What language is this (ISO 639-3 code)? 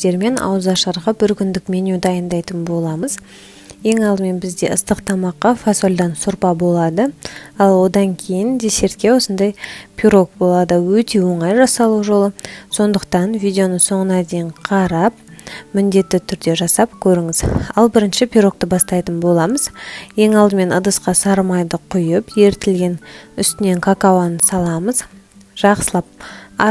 kaz